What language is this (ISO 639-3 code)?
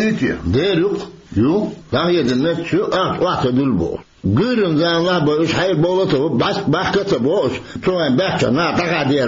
che